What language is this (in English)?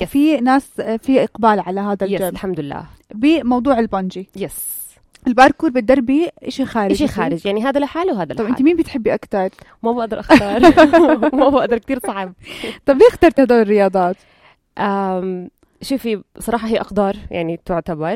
North Levantine Arabic